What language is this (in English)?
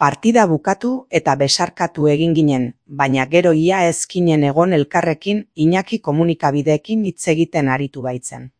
Basque